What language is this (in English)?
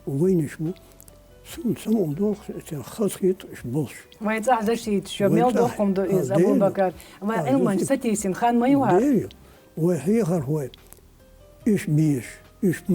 Chechen